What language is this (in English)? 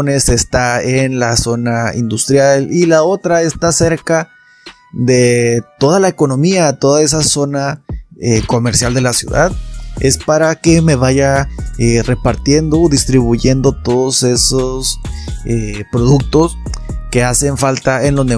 Spanish